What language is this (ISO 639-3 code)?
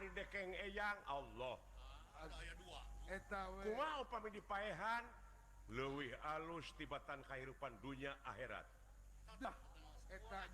sun